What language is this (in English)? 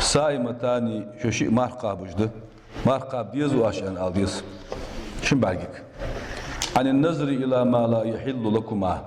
Ingush